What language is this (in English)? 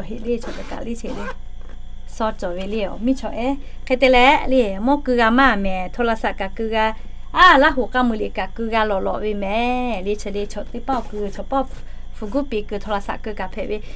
Lahu